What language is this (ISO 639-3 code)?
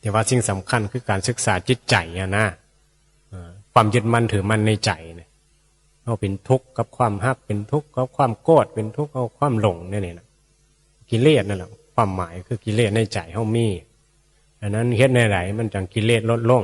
tts